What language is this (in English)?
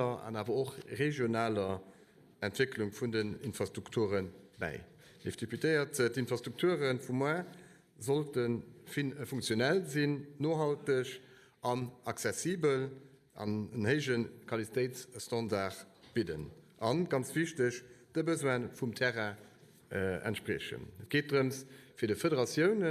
Luxembourgish